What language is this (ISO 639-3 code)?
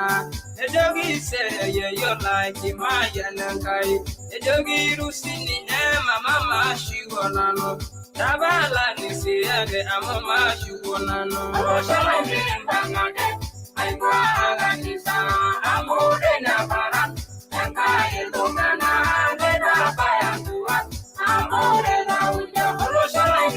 mas